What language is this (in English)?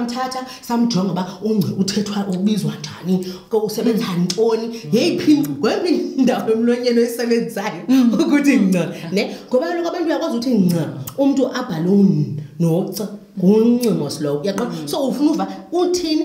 Xhosa